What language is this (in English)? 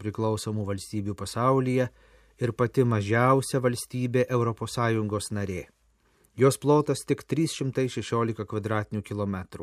Lithuanian